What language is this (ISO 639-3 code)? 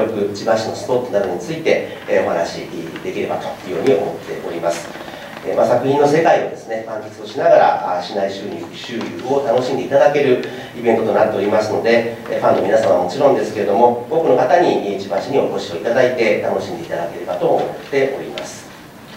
jpn